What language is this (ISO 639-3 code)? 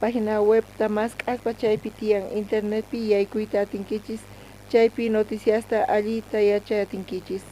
quh